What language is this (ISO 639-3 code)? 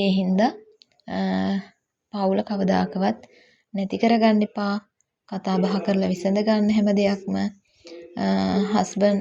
sin